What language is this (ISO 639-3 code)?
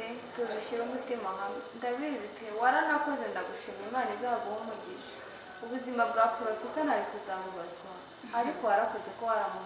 kin